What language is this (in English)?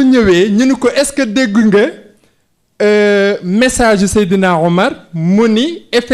Wolof